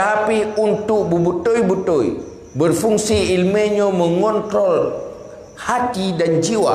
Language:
Achinese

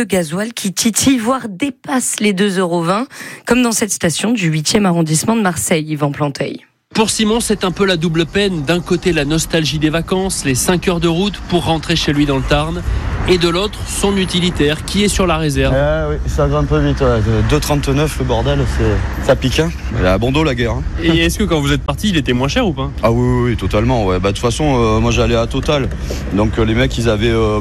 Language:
French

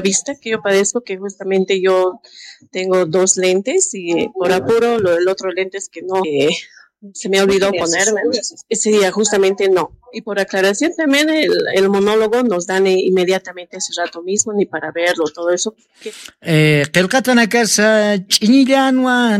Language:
Aymara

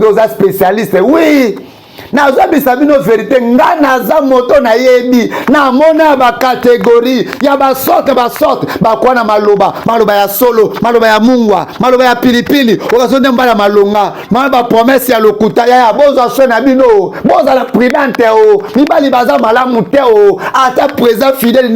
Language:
Lingala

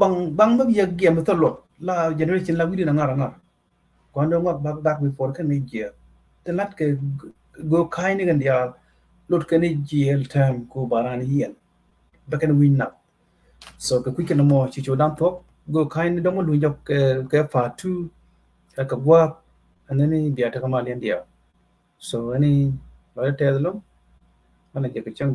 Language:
Nuer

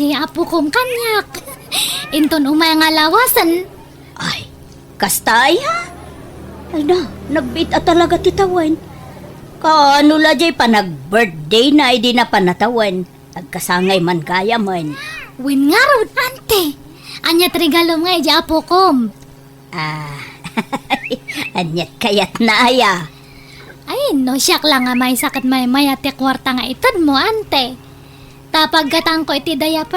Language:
Iloko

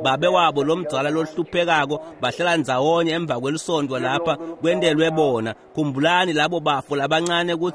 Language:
Swati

